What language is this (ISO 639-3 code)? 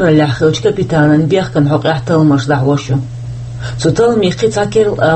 che